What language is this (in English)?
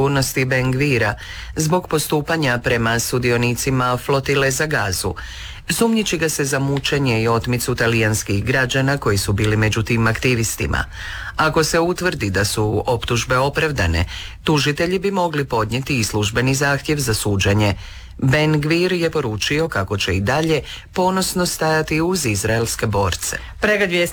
Croatian